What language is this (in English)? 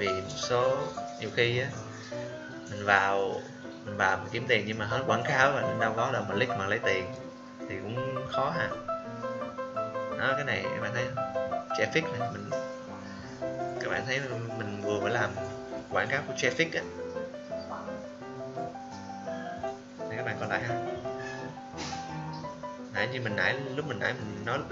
Vietnamese